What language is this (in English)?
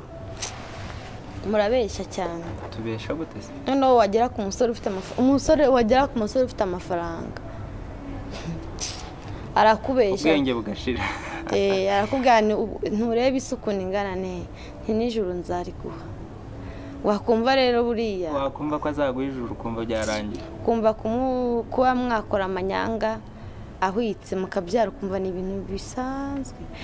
Kinyarwanda